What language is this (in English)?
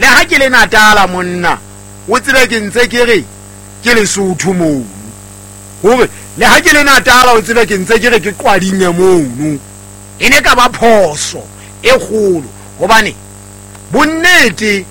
Southern Sotho